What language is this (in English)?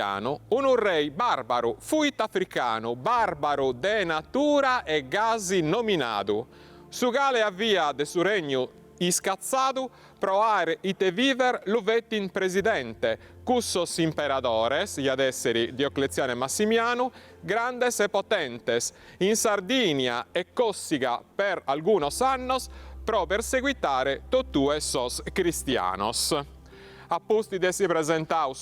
Sardinian